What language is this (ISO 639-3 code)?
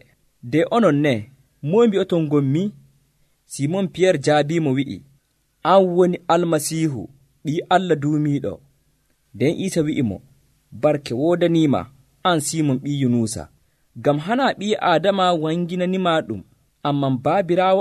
fuv